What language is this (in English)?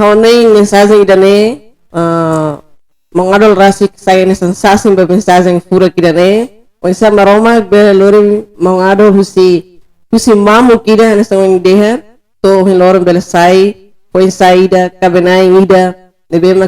Tetum